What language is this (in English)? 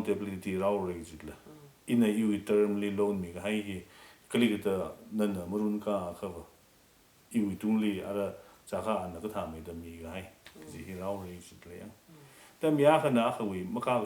Tangkhul Naga (India)